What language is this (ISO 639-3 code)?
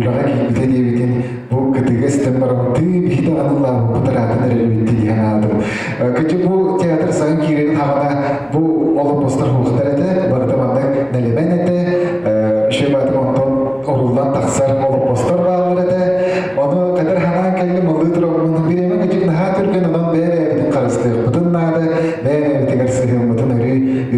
sah